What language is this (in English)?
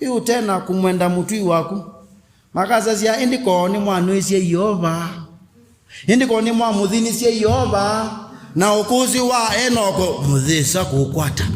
Kamba